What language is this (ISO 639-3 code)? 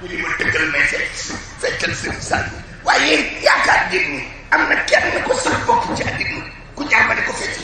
wol